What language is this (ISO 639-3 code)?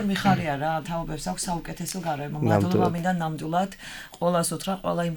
kat